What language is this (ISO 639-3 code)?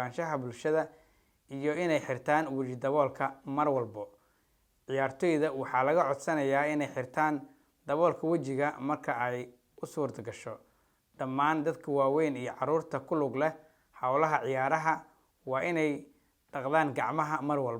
som